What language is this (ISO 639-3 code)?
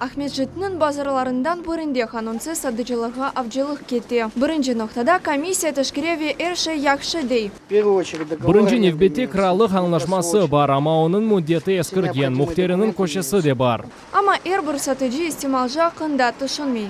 crh